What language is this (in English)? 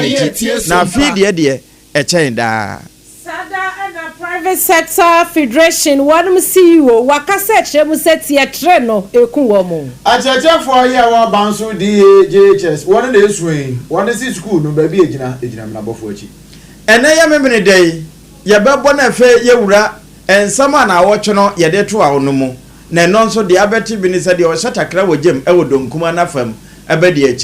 Akan